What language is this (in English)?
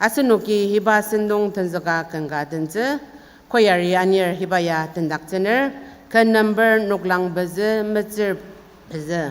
Ao Naga